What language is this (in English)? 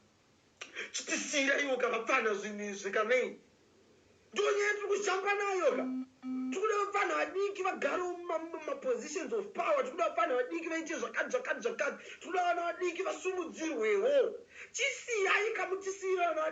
Shona